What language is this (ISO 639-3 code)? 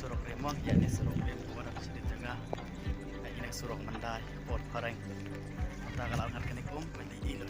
kha